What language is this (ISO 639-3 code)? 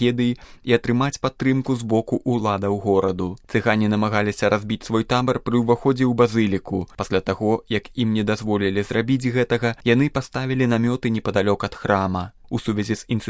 bel